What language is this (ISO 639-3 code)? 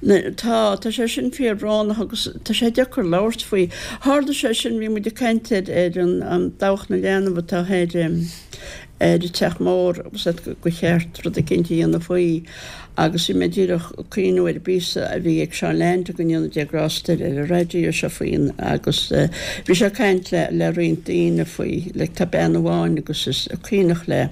gle